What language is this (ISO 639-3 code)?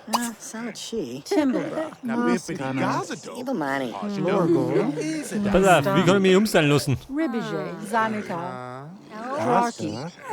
bar